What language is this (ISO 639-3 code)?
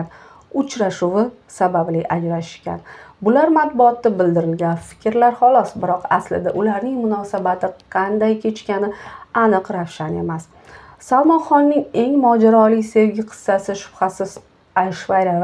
uzb